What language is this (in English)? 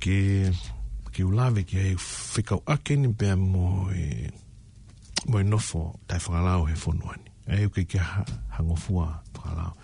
Tongan